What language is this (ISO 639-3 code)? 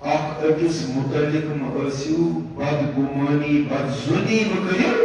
kas